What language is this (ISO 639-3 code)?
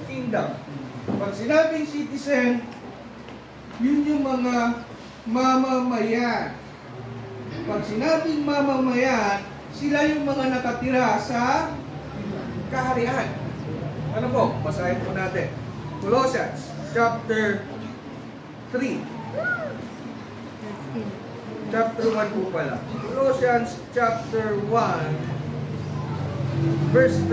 fil